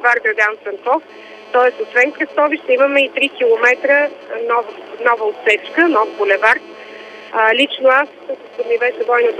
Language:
Bulgarian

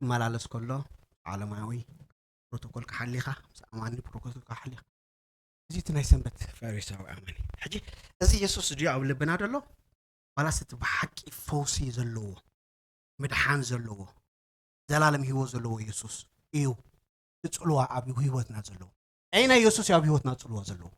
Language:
Tigrinya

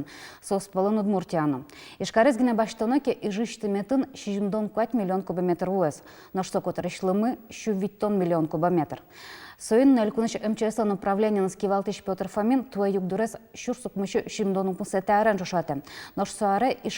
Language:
Udmurt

